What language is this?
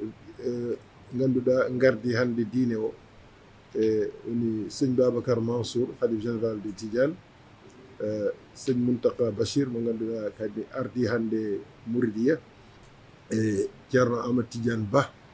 Fula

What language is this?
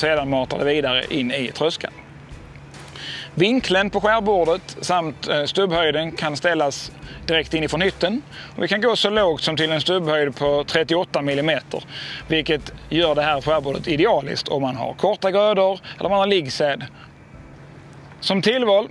Swedish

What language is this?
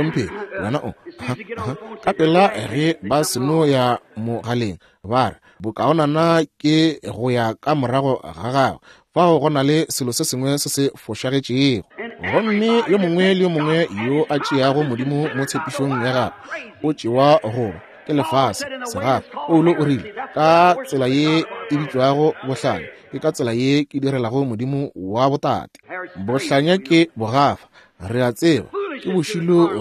Northern Sotho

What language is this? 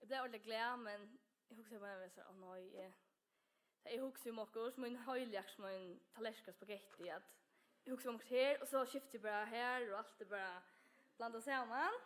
Faroese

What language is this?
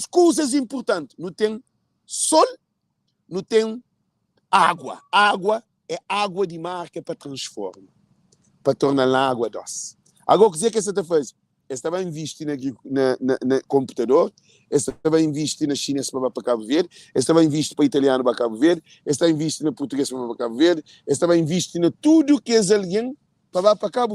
Kabuverdianu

